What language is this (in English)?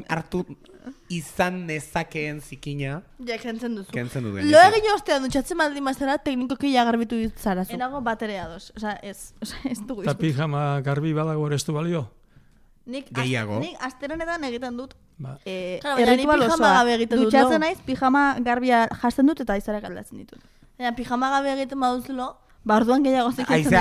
Basque